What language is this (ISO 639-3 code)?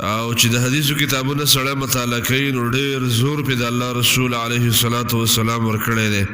pus